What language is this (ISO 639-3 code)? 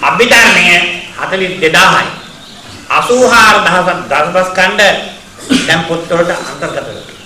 sin